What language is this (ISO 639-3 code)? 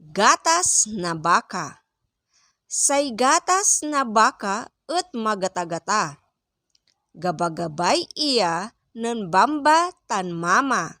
pag